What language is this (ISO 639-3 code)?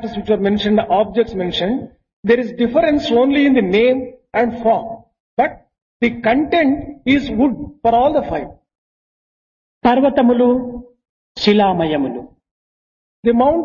tel